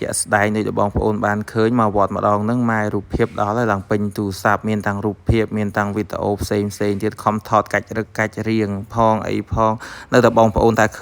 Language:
Khmer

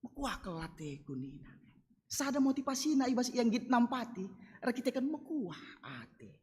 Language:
Batak Karo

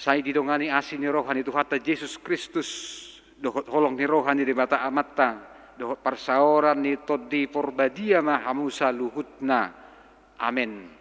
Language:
Batak Toba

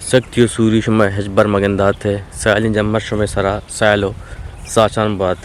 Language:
Eastern Balochi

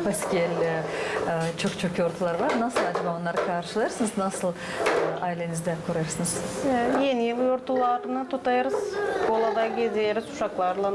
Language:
Gagauz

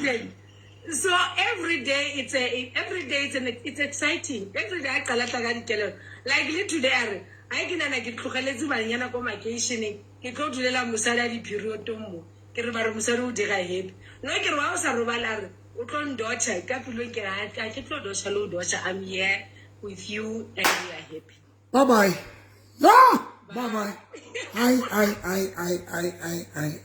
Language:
Southern Sotho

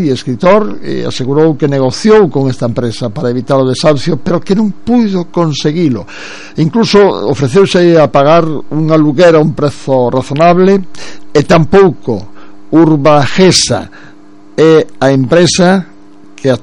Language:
Galician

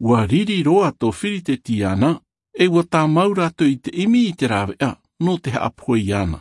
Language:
Tahitian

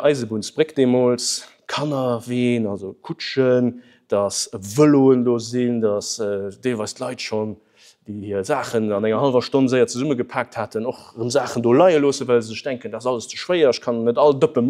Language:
Luxembourgish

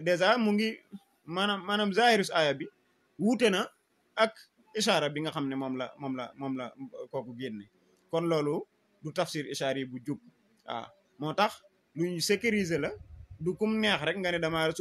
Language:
Wolof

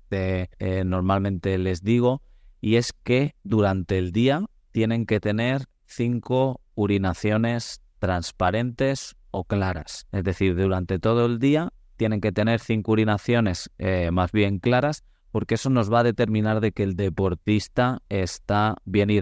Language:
Spanish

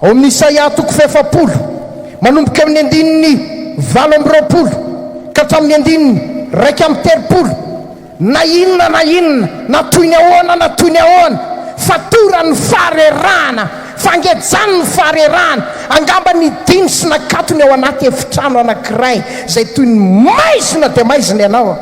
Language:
Malagasy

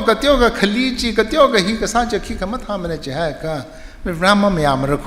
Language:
Tangkhul Naga (India)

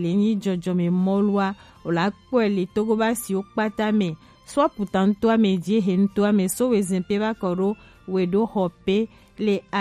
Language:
Gen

